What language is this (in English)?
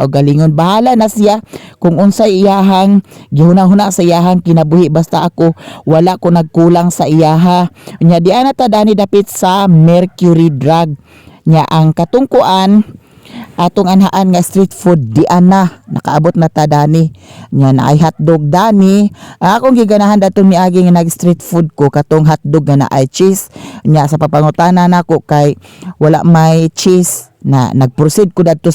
Cebuano